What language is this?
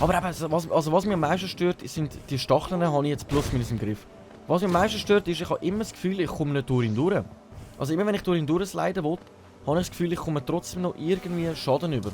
Swiss German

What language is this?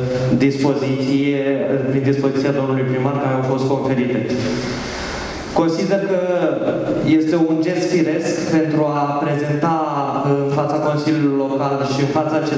Romanian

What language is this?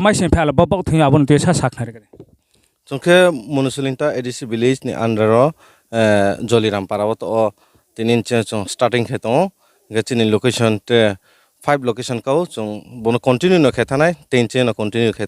Riang (India)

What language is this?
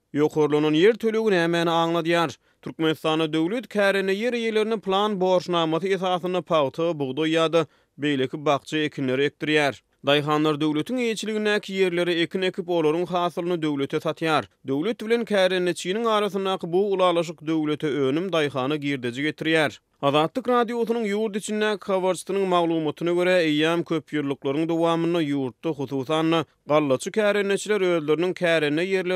Turkmen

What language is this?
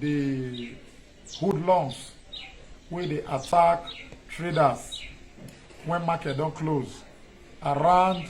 Nigerian Pidgin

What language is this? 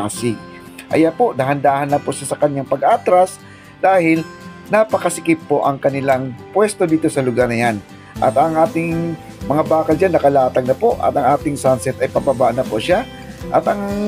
Filipino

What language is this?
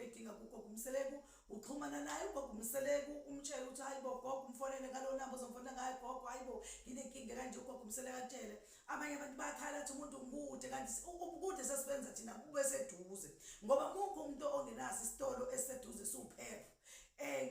Zulu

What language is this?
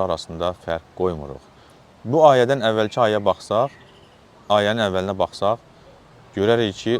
Azerbaijani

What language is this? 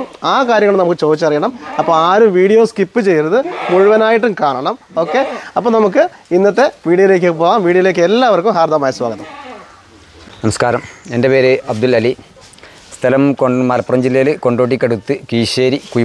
Malayalam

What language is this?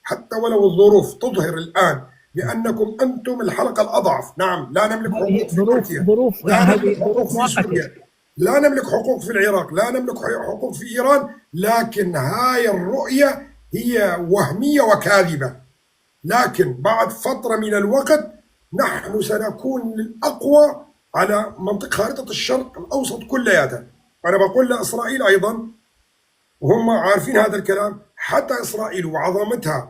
North Levantine Arabic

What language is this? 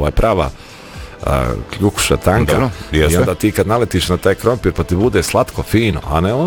Bosnian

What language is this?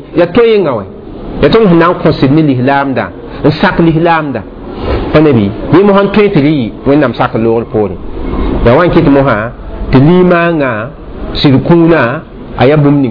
Mossi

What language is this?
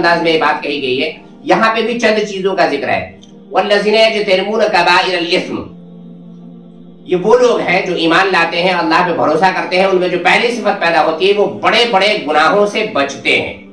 Urdu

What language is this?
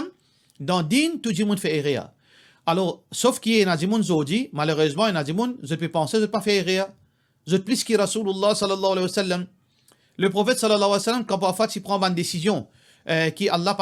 Morisyen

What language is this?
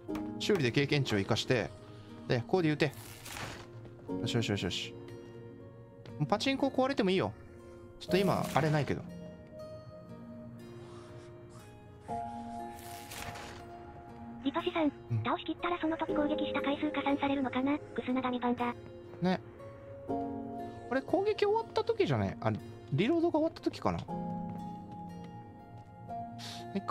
Japanese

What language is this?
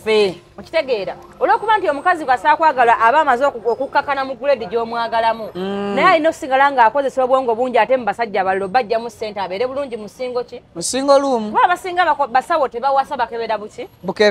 Ganda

